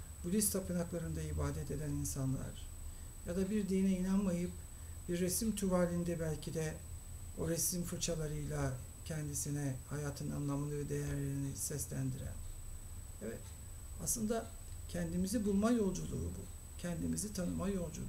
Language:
Turkish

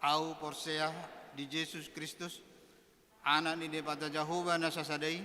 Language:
Batak Toba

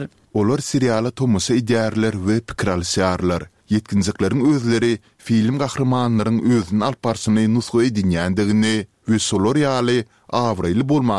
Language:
Turkmen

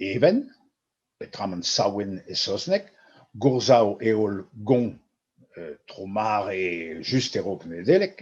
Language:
Breton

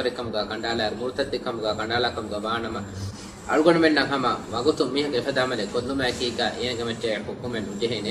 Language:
Divehi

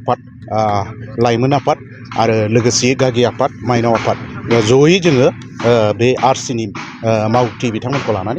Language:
Bodo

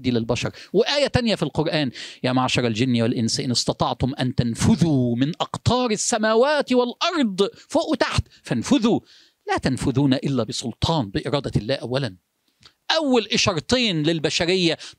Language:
Egyptian Arabic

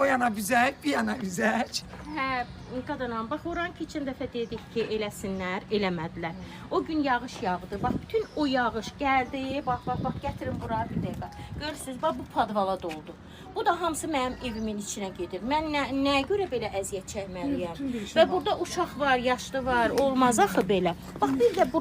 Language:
Azerbaijani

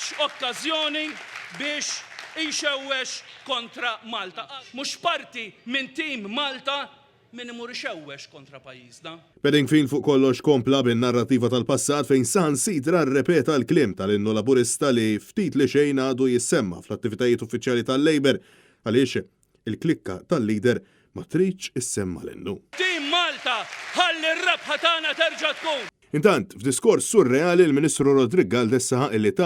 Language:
Maltese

